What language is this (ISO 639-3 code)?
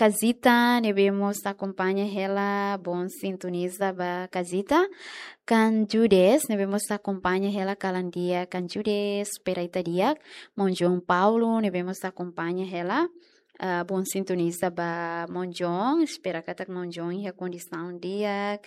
tet